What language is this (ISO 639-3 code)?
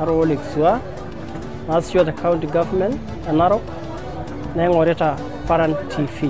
mas